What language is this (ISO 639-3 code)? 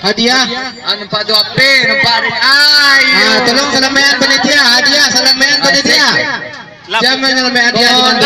min